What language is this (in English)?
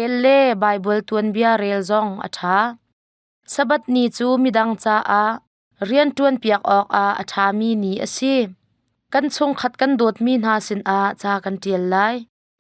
Hakha Chin